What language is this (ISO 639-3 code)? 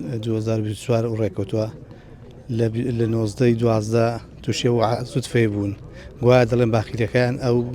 ckb